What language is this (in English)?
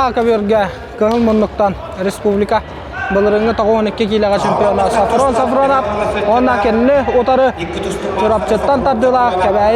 Yakut